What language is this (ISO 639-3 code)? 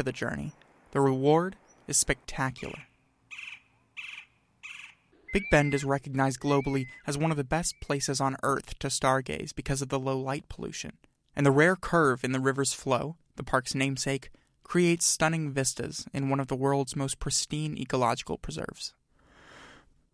eng